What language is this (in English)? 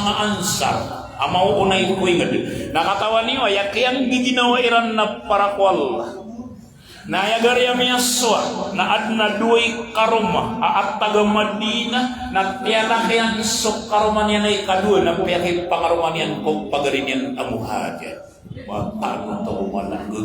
Maranao